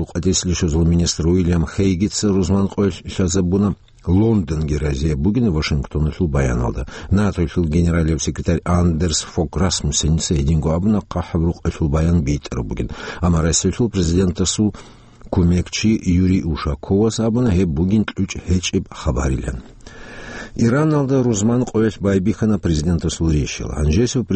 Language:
Avaric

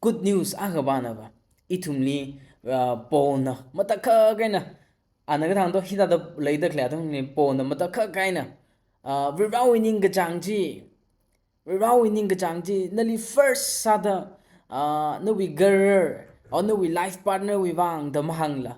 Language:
Tangkhul Naga (India)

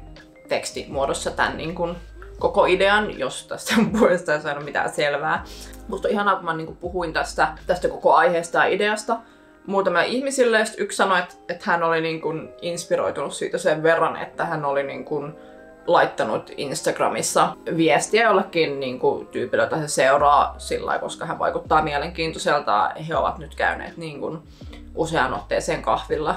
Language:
Finnish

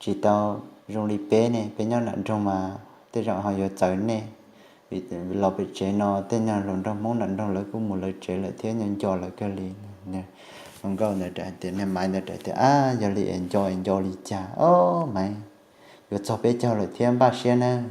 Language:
Hmong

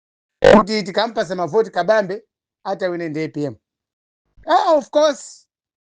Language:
Nyanja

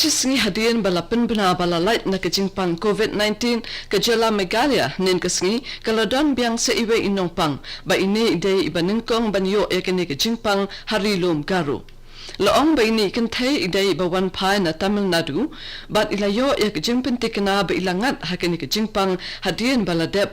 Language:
Khasi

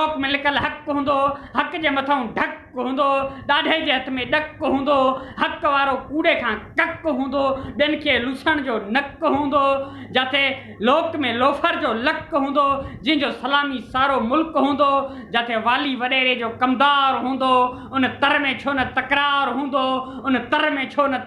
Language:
Sindhi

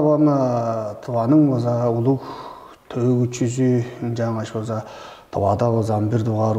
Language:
Tuvinian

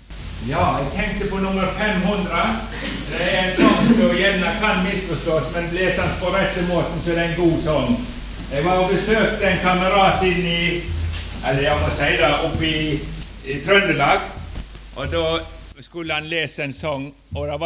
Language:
Norwegian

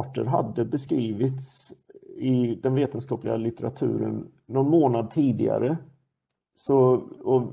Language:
Swedish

